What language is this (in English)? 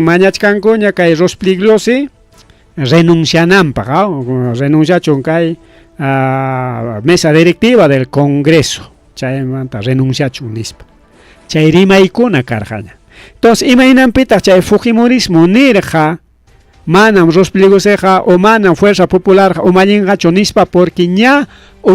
Ayacucho Quechua